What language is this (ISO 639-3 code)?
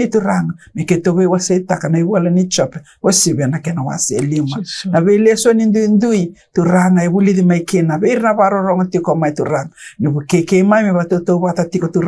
fij